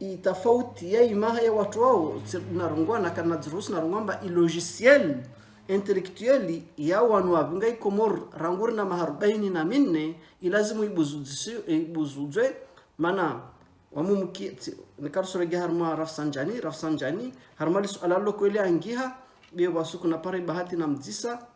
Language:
Ngazidja Comorian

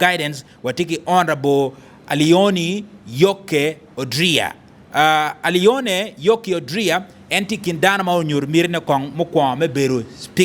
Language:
Acoli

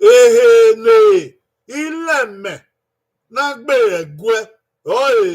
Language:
Bini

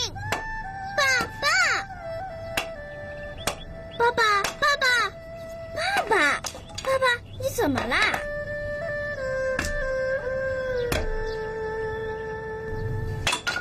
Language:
Chinese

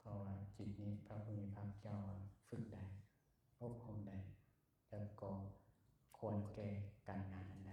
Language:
Lao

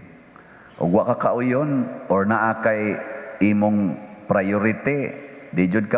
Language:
Cebuano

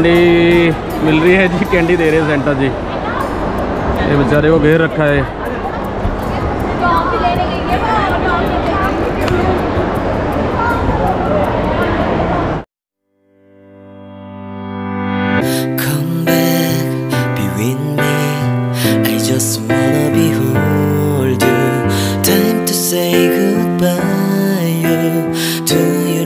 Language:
Hindi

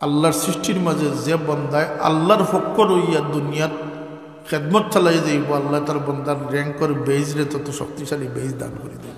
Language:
Sylheti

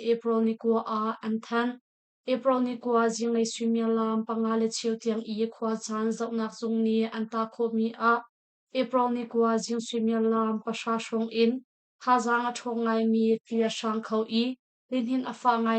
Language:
Hakha Chin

